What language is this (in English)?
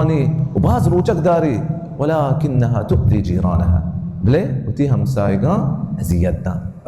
Baluchi